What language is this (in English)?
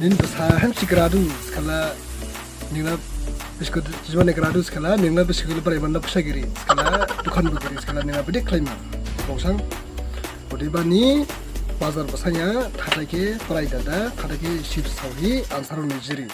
Dimasa